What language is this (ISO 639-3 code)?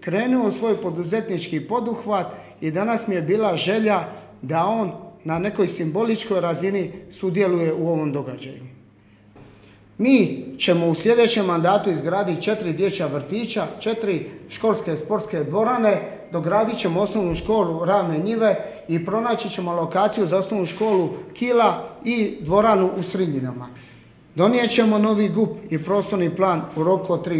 hrv